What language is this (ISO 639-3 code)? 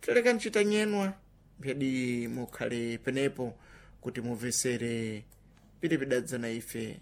seh